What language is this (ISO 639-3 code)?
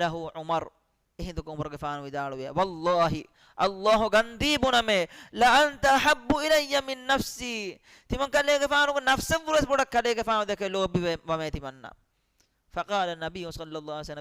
div